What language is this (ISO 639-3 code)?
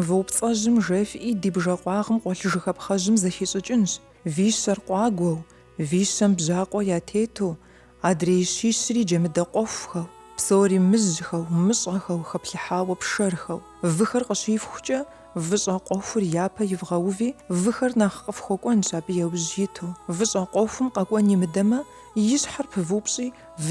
kbd